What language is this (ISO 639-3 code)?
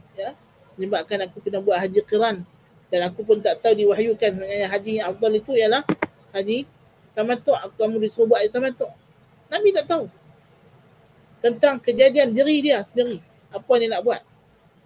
msa